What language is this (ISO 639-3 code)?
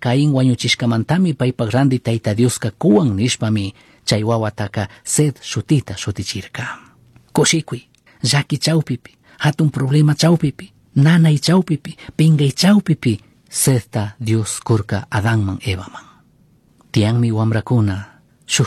qug